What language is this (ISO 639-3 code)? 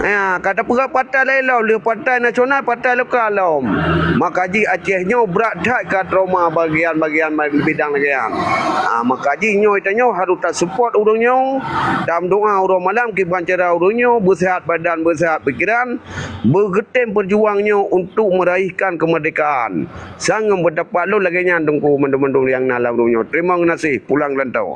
ace